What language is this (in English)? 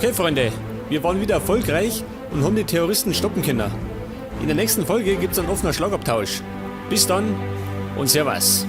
Bavarian